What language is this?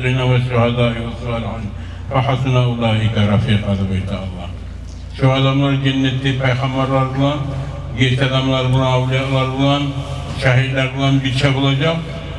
Kumyk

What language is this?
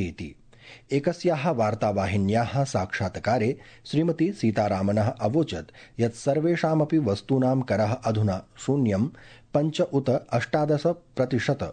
Sanskrit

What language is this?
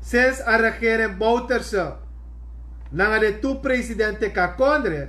Sranan Tongo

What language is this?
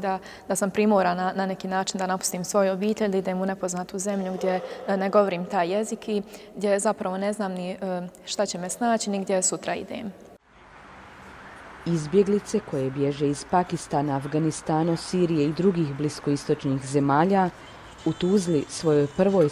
Bosnian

